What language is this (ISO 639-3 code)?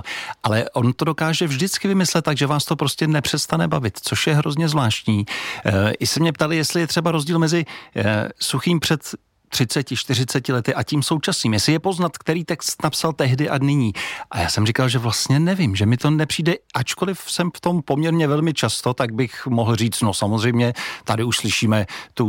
ces